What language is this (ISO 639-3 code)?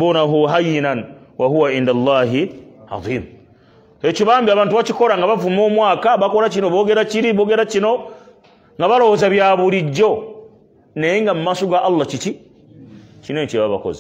lug